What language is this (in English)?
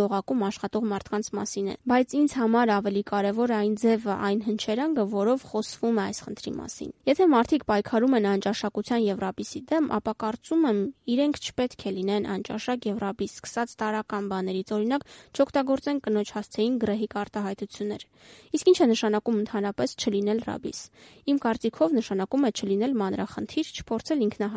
Armenian